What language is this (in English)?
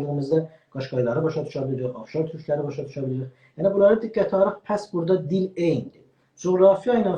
South Azerbaijani